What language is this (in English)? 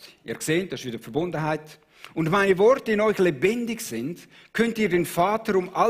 Swiss German